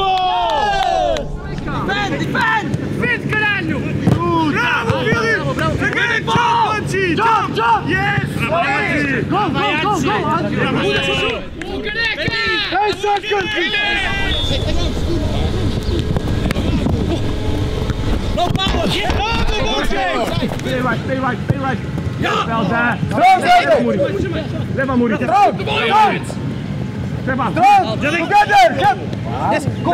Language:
Polish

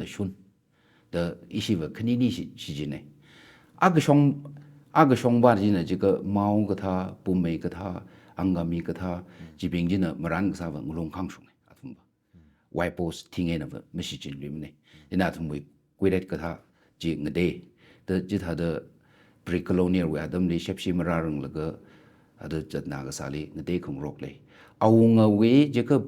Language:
Tangkhul Naga (India)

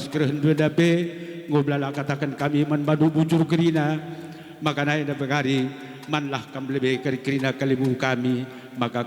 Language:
Batak Karo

